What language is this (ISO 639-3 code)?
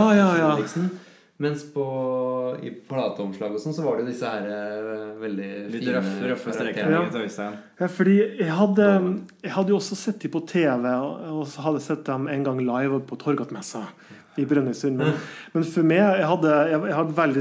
nor